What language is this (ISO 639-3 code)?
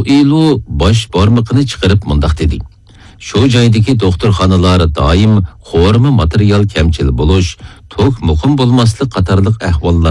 uig